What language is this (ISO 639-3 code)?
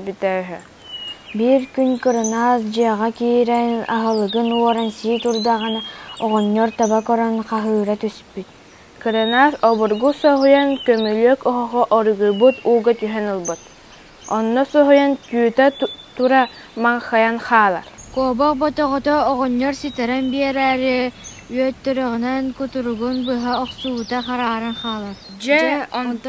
sah